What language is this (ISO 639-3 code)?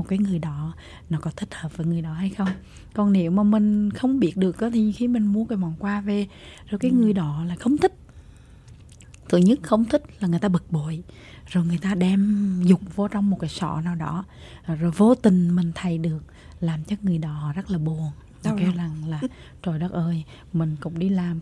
vie